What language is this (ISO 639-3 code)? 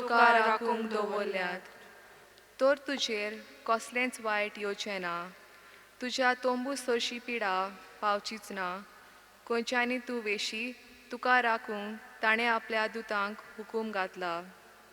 kok